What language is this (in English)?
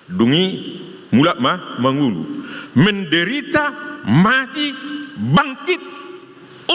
Batak Toba